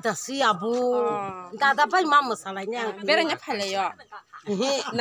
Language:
Kok Borok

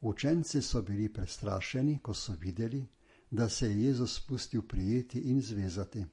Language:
Slovenian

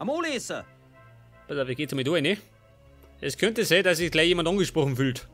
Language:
Bavarian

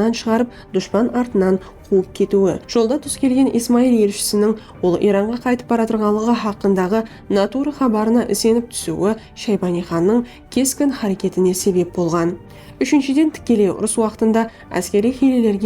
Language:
Kara-Kalpak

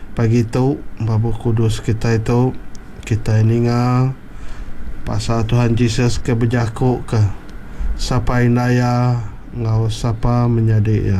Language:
Iban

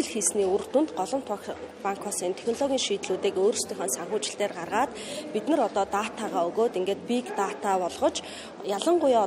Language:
Mongolian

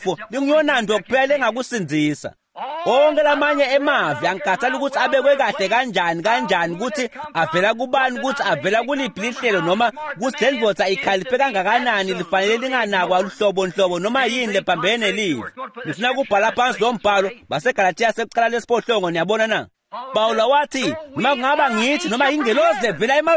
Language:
Swati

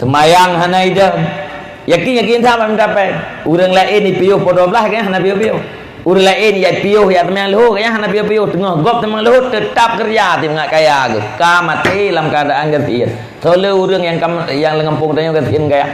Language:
Achinese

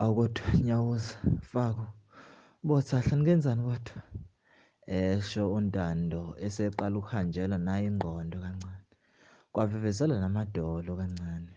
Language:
Zulu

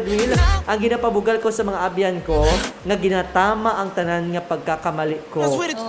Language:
Hiligaynon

